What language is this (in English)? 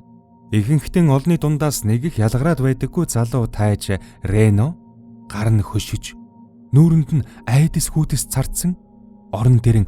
Mongolian